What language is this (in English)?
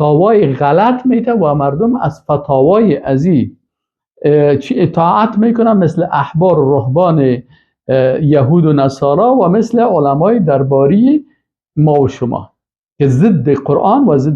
Persian